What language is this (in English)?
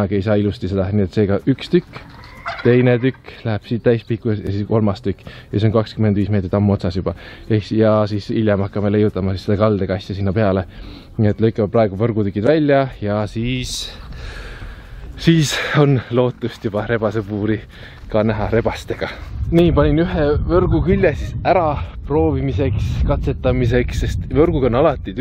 Estonian